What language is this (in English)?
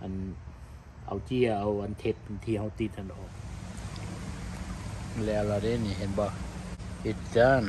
Lao